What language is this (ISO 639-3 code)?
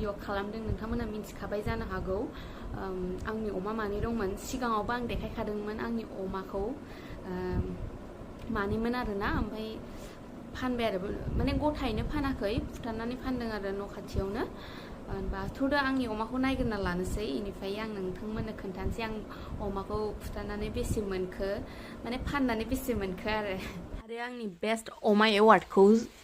brx